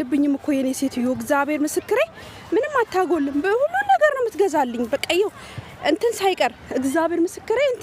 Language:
Amharic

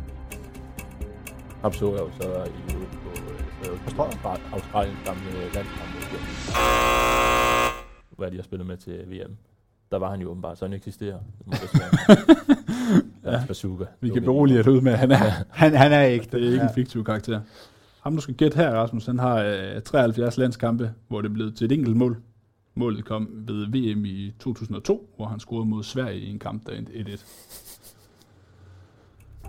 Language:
Danish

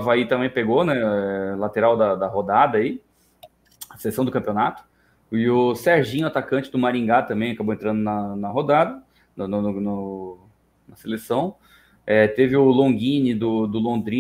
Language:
Portuguese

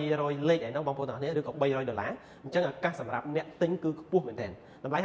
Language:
Khmer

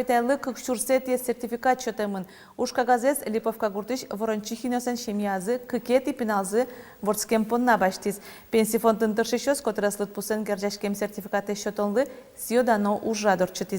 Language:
Udmurt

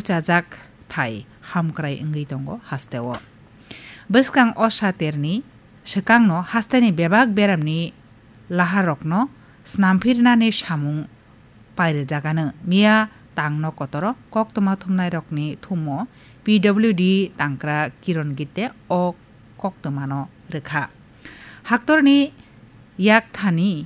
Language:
Kok Borok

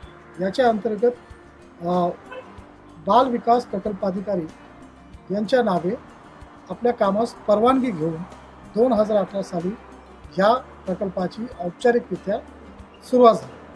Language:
Marathi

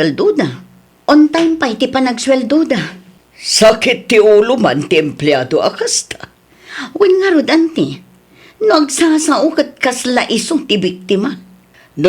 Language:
Iloko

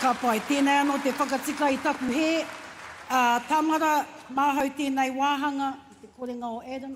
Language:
Māori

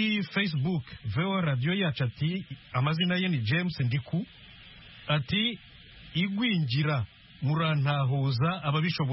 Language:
Kinyarwanda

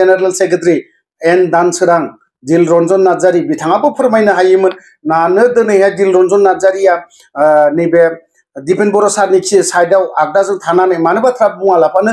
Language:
Bodo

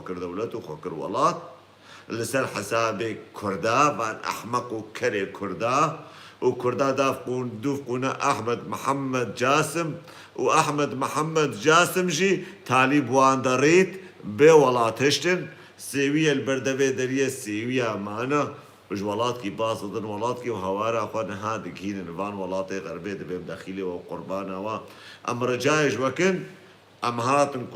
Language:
Kurdish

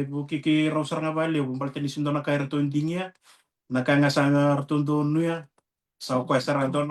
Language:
Fijian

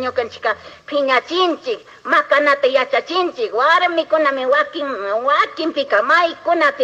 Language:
Chimborazo Highland Quichua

